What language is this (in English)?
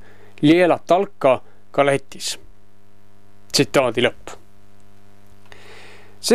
Estonian